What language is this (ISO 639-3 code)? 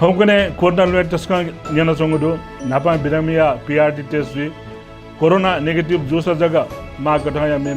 new